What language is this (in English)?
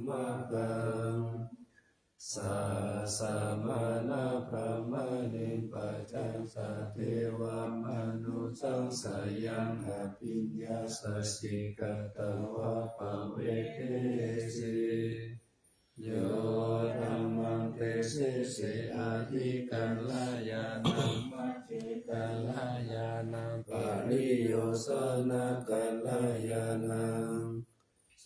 Pali